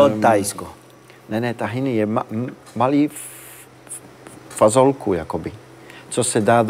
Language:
Czech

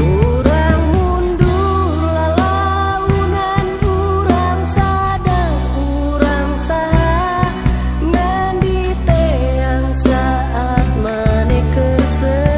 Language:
Sundanese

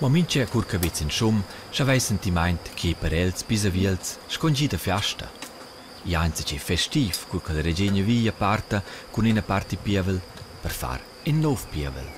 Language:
Romansh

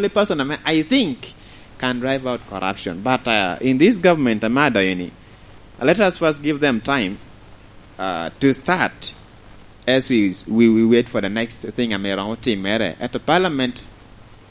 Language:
Lango (Uganda)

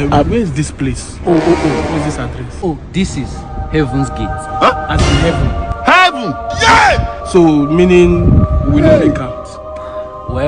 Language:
Nigerian Pidgin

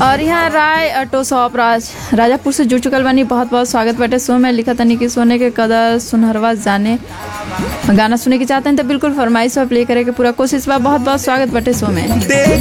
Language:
Bhojpuri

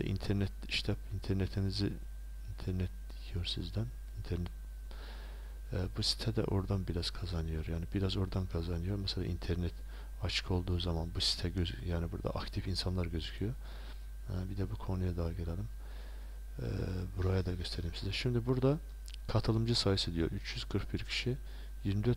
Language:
Turkish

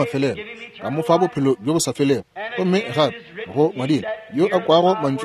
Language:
Northern Sotho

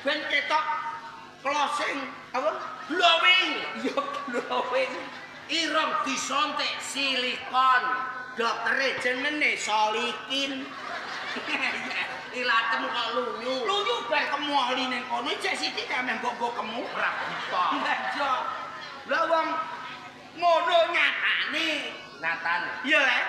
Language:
Javanese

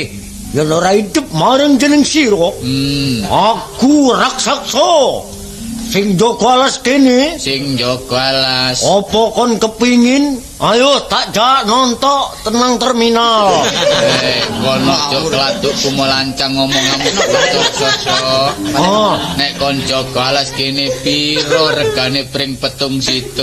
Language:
Javanese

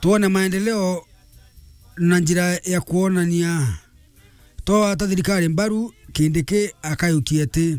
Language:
Meru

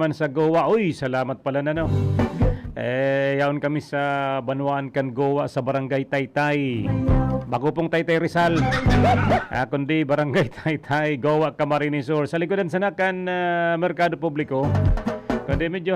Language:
Bikol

